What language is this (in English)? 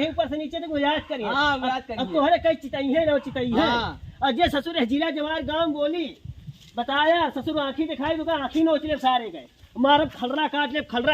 Awadhi